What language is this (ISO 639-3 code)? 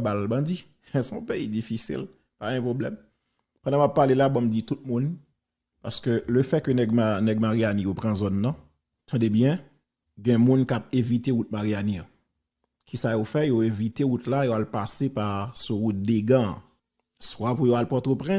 hat